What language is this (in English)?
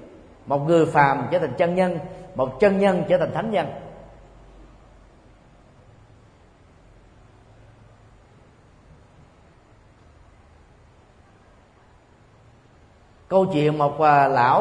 Vietnamese